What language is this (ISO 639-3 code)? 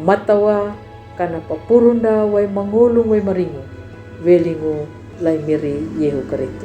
xbr